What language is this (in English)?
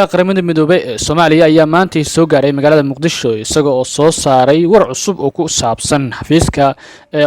Somali